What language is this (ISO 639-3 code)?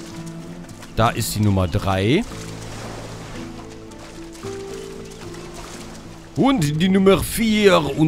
deu